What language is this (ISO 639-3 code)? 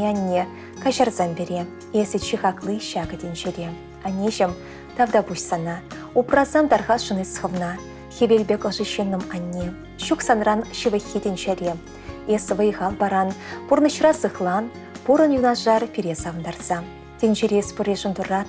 chv